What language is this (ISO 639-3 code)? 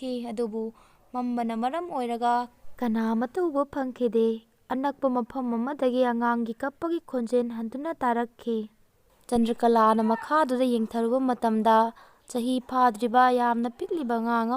mni